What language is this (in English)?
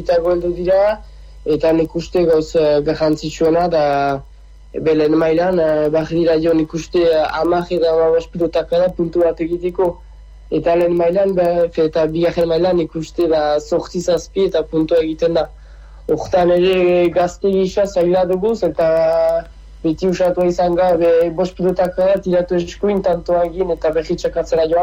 Basque